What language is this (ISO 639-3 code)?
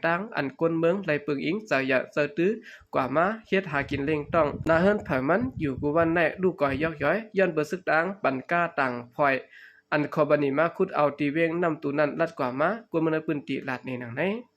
shn